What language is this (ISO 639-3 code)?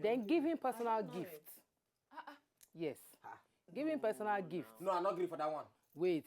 pcm